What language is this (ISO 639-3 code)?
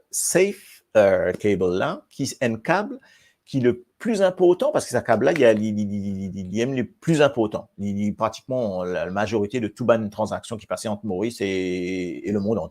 mfe